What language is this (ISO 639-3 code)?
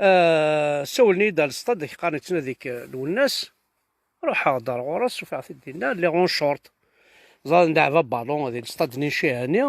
kab